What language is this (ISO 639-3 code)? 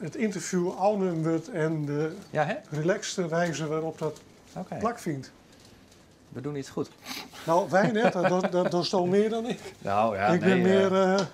fry